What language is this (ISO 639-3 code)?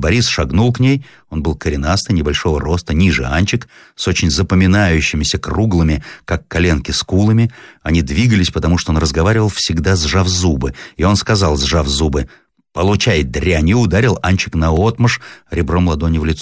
rus